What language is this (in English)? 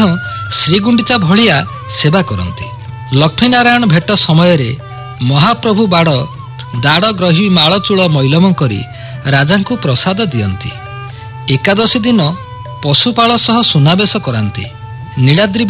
Odia